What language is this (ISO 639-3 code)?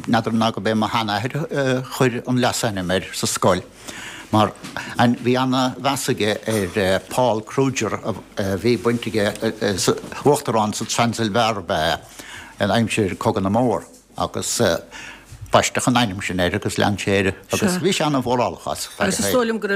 gle